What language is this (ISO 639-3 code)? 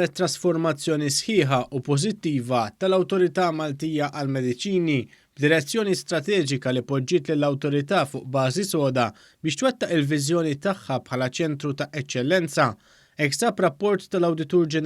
mlt